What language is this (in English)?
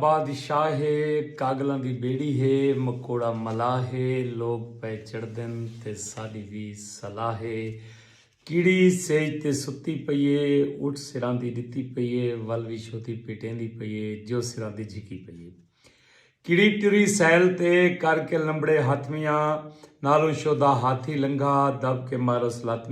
Saraiki